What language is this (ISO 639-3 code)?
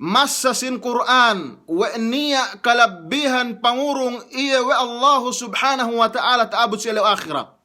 yka